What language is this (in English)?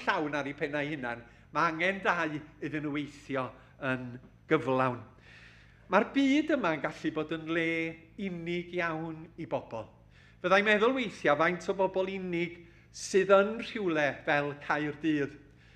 Welsh